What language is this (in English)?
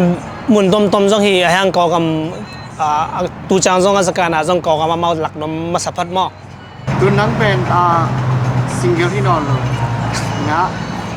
Tedim Chin